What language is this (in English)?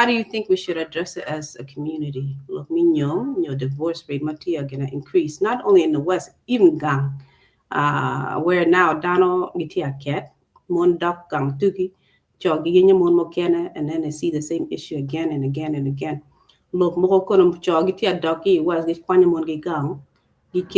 Acoli